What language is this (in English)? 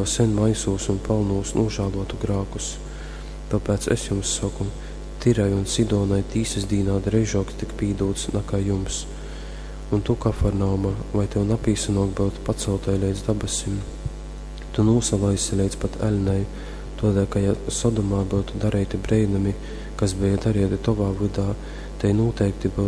Latgalian